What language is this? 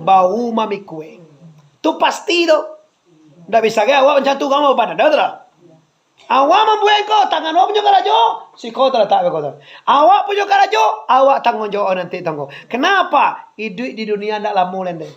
Minangkabau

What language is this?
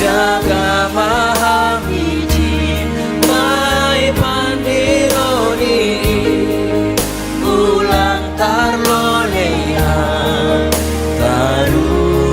Batak Simalungun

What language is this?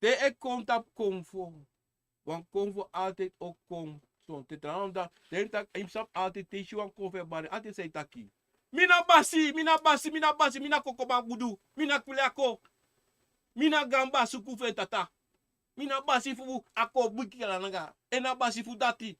Sranan Tongo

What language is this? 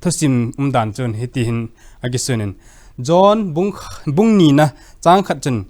Thado Chin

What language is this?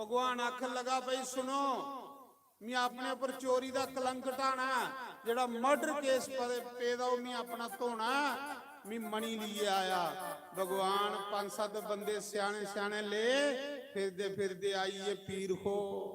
Dogri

